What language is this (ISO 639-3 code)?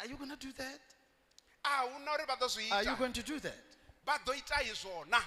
ven